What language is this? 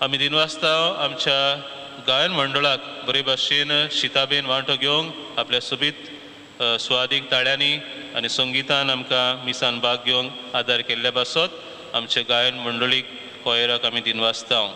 Konkani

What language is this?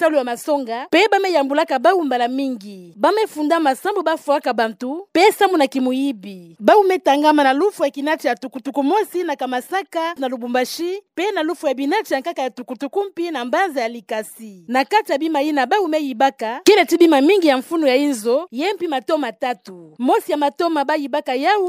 Kituba (Democratic Republic of Congo)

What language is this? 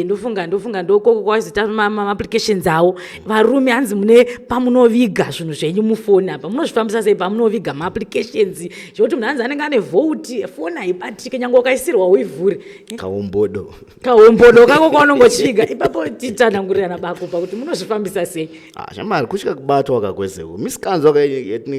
Shona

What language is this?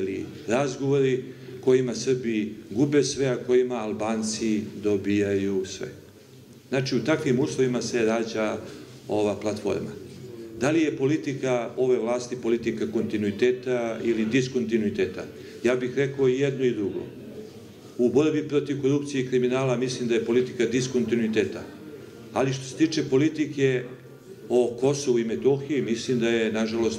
Serbian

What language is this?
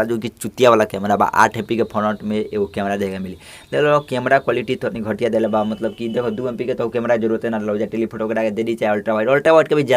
Bhojpuri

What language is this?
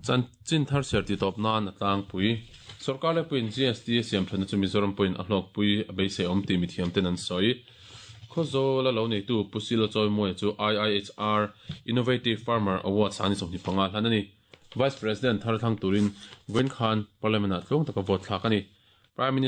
Mizo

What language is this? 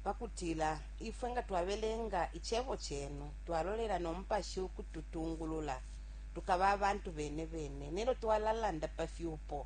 Bemba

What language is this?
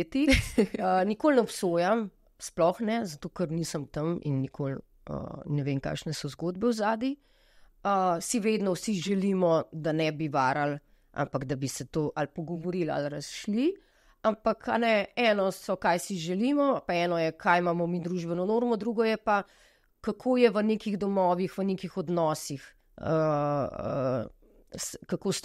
Slovenian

